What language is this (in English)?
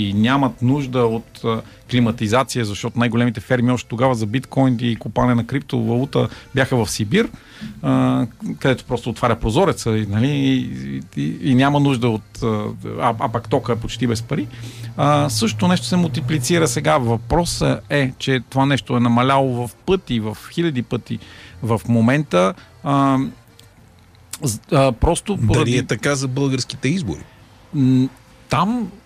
Bulgarian